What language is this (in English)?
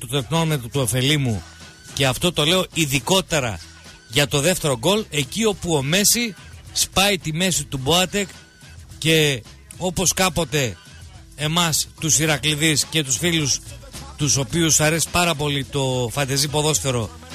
Greek